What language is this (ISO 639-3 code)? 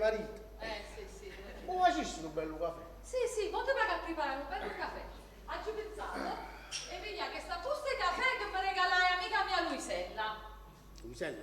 nap